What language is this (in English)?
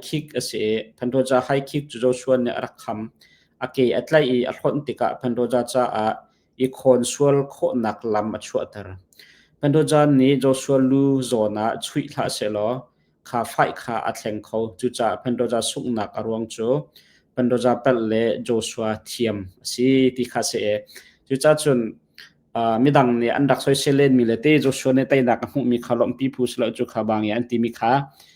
Hakha Chin